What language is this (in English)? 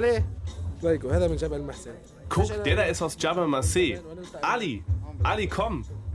German